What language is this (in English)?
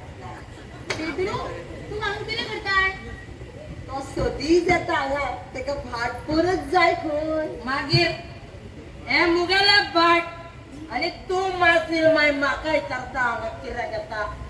Konkani